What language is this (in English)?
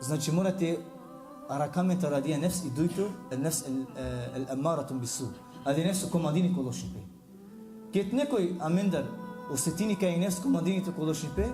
Balkan Romani